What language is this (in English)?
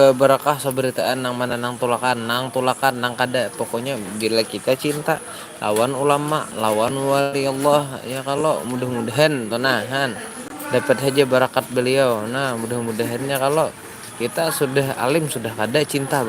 Banjar